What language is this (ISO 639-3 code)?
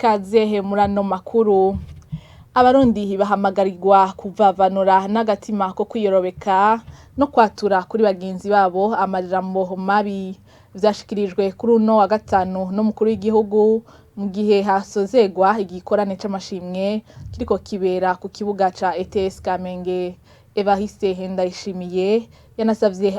run